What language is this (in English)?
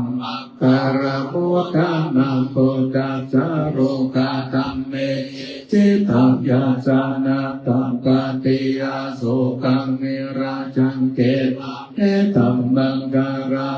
Pali